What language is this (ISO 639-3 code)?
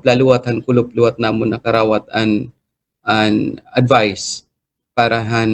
war